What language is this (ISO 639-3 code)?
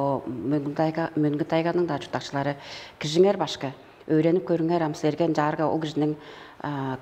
tyv